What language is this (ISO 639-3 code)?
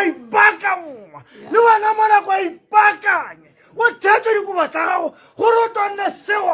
tsn